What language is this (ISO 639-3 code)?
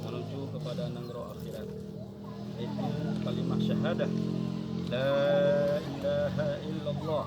ace